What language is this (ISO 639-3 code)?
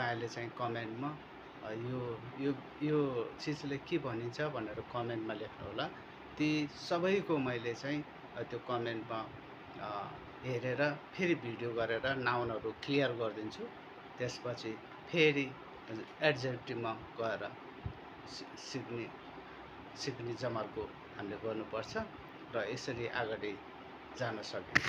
nep